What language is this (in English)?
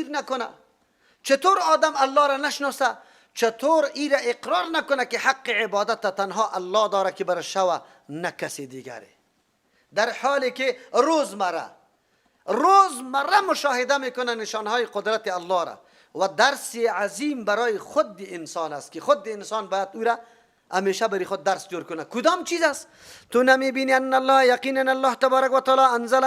Persian